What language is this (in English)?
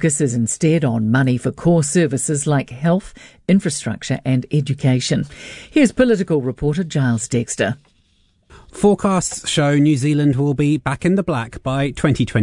English